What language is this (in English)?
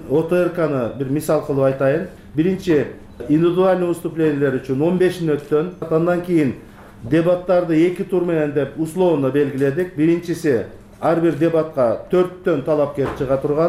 Kyrgyz